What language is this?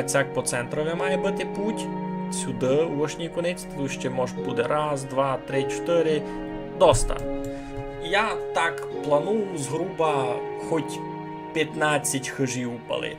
Rusyn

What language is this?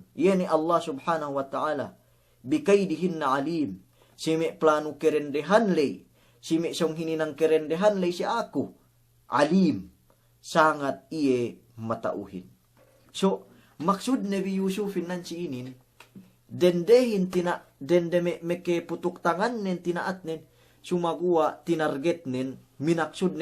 Yakan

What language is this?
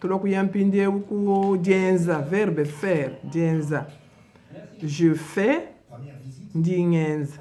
Luba-Lulua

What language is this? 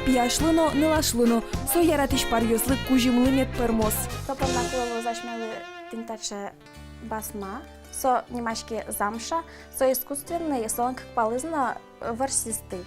Udmurt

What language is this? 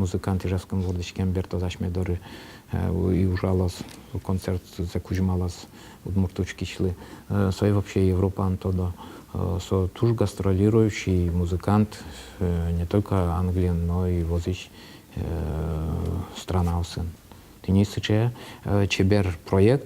Udmurt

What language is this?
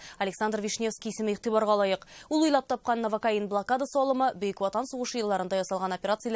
Tatar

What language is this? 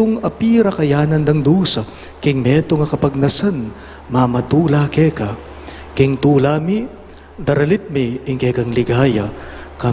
Pampanga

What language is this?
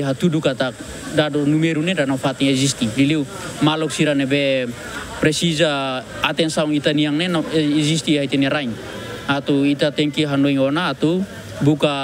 Tetum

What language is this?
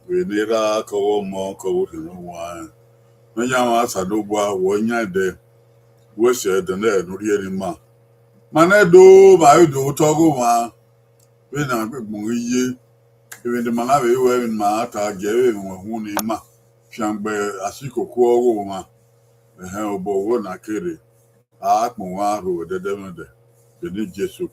Bini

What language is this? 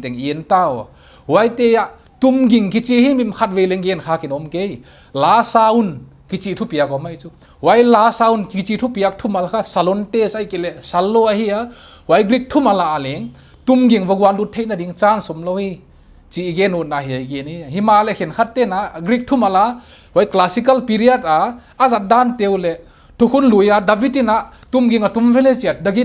Paite Chin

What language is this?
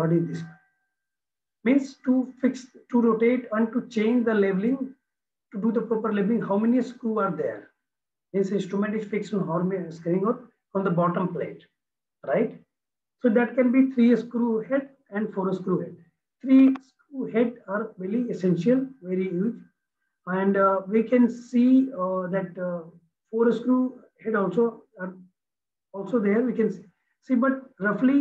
English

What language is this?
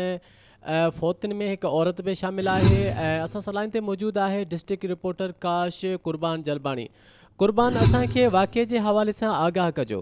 Sindhi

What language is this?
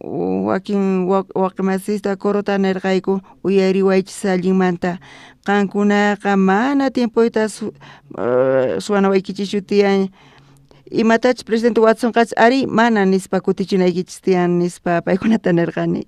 South Bolivian Quechua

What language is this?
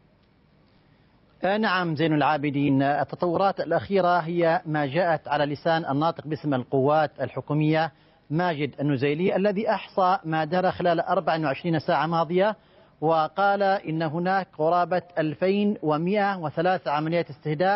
Arabic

